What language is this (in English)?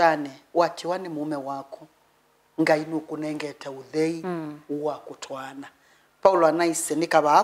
Kamba